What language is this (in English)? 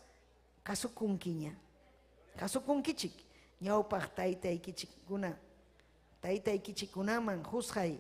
Ayacucho Quechua